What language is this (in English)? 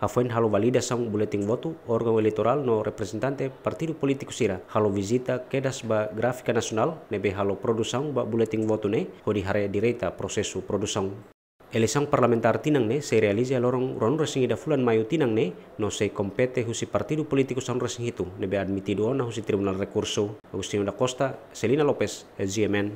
Tetum